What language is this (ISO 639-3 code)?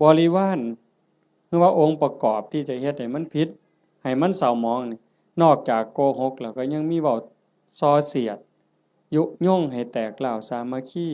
tts